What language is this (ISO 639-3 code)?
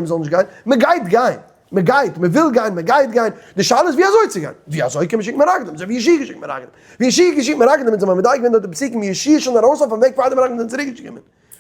yid